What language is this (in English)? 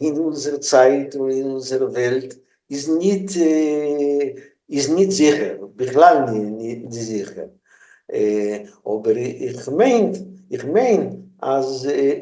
Yiddish